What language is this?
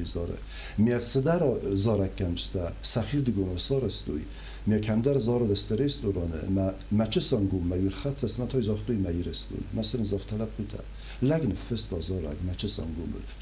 Ossetic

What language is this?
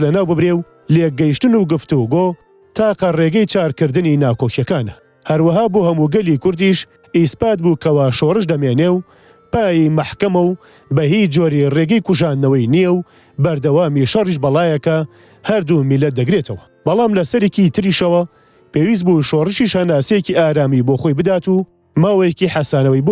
Central Kurdish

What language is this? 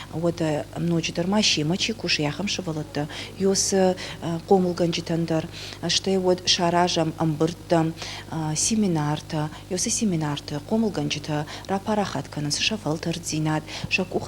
Ossetic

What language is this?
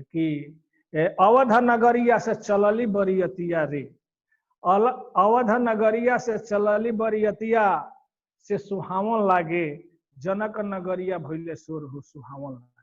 Bhojpuri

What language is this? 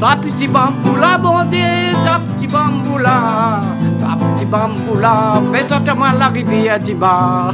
Réunion Creole French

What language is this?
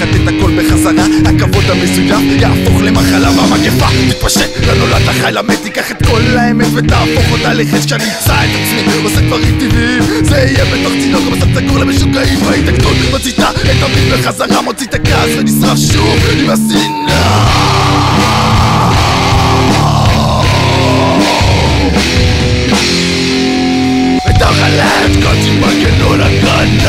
Hebrew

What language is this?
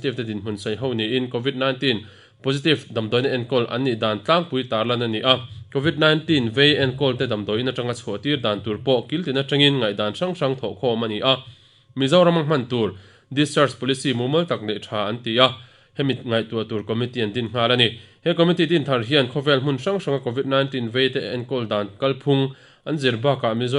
Mizo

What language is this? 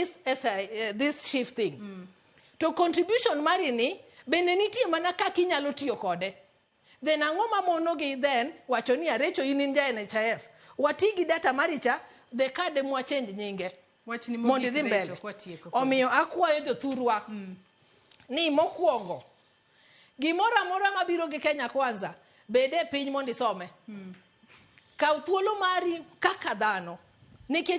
Luo (Kenya and Tanzania)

